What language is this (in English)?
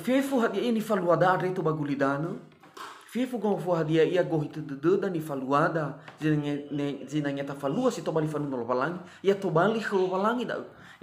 Nias